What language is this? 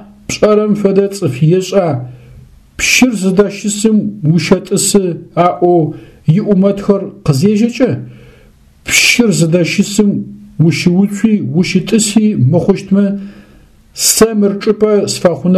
Adyghe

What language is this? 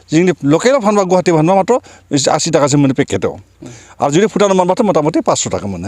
Bodo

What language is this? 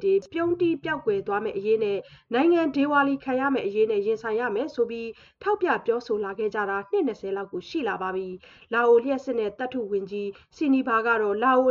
Burmese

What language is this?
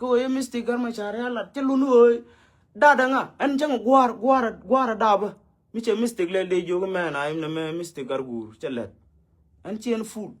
Nuer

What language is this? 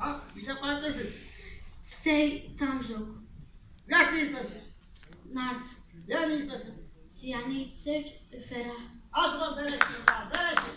Adyghe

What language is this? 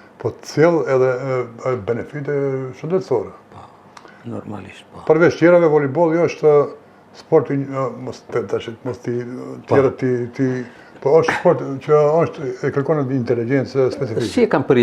Albanian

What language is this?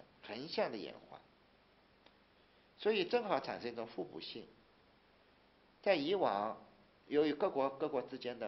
Chinese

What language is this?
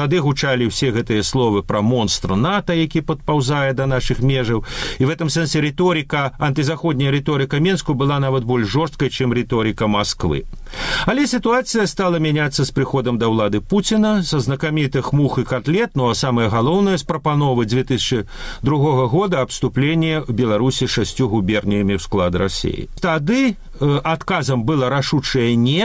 Belarusian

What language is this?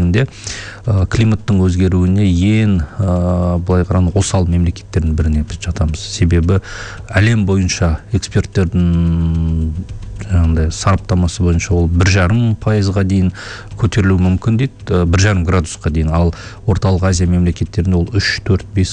Kazakh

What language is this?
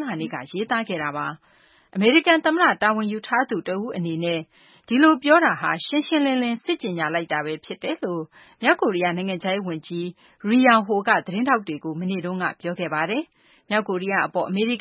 Burmese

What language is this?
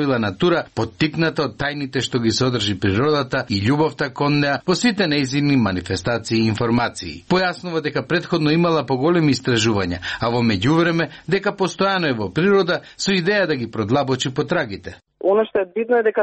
Macedonian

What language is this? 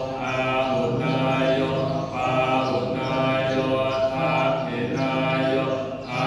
Pali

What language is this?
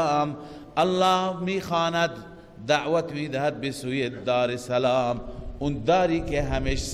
Persian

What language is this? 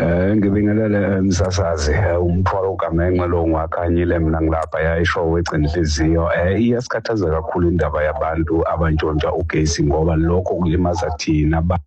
Xhosa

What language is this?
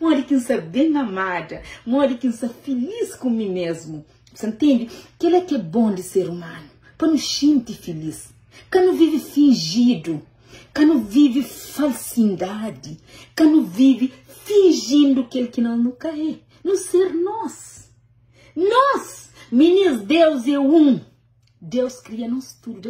Kabuverdianu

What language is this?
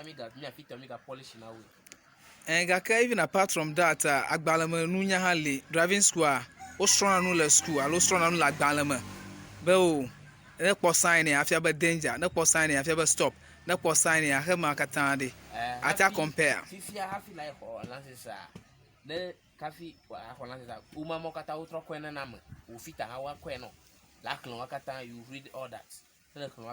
Ewe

